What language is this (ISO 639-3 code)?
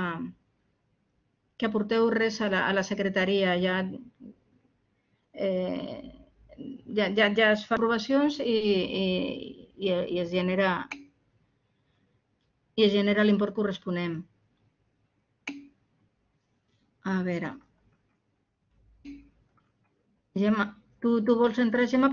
cat